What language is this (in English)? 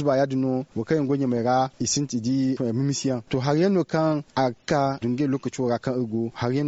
Zarma